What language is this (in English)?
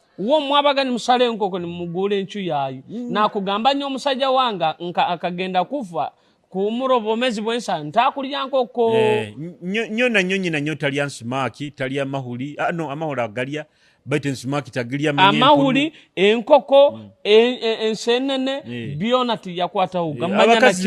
Nyoro